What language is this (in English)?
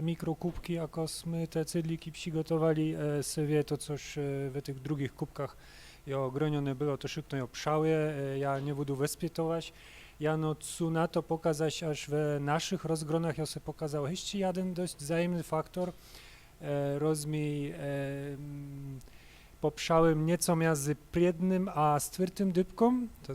Upper Sorbian